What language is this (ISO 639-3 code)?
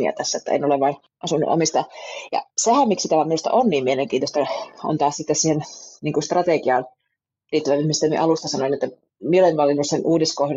fin